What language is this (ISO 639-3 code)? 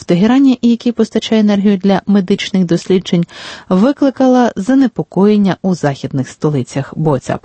ukr